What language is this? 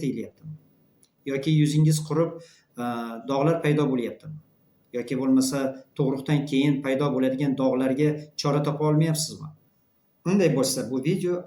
Uzbek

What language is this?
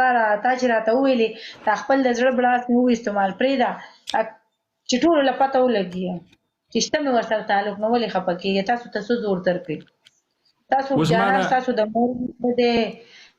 Pashto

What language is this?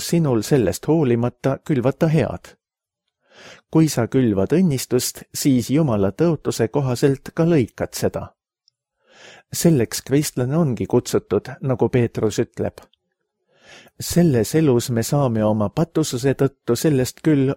Estonian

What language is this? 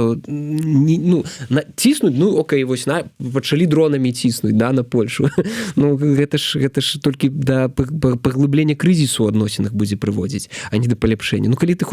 Belarusian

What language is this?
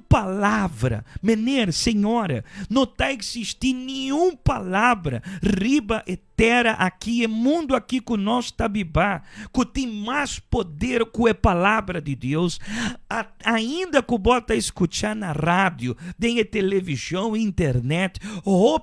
Papiamento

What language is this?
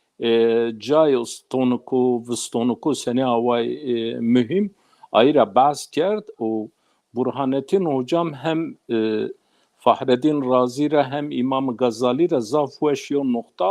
Zaza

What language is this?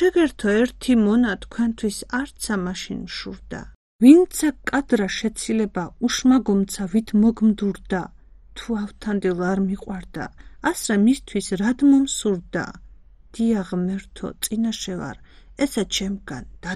Georgian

